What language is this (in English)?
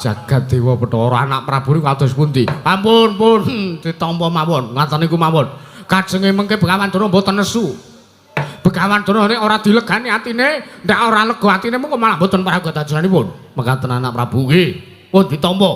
Javanese